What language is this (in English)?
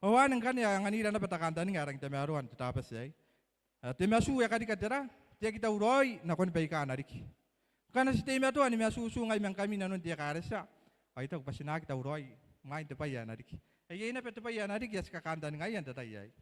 Gilbertese